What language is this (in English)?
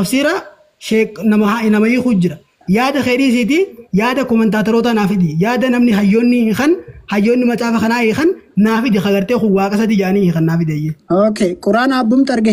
Oromo